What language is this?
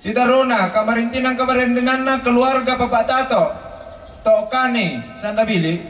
Toraja-Sa'dan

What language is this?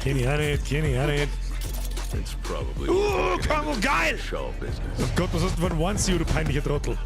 Bavarian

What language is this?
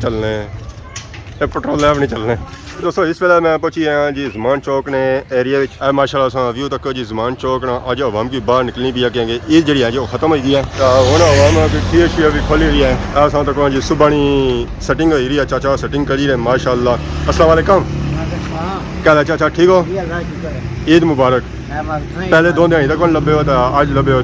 Pahari-Potwari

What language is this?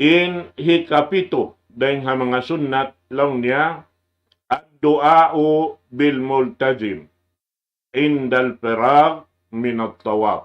Tausug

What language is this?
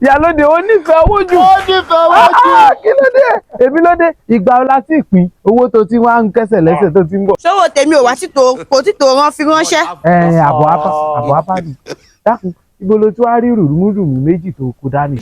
Yoruba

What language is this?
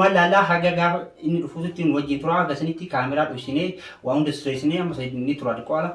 Oromo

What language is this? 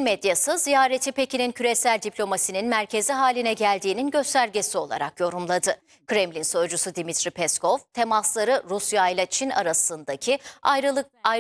Turkish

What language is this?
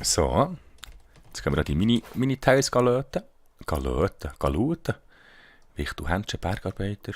Swiss German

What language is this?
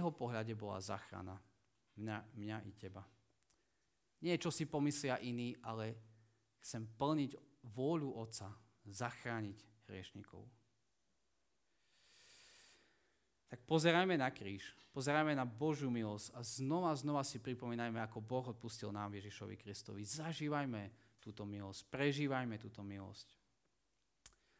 Slovak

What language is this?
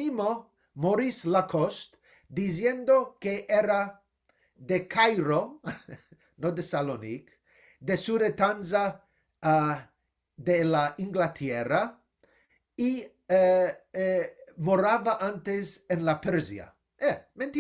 Ladino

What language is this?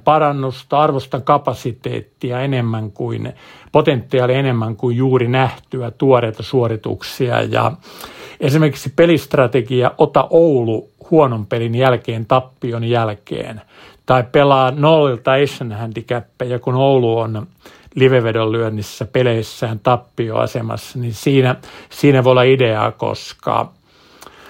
Finnish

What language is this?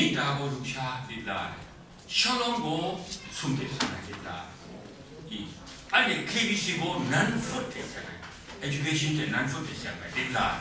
Kachin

